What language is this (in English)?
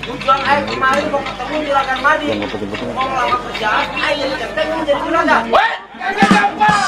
Betawi